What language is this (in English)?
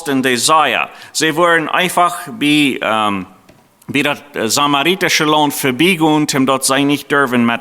Plautdietsch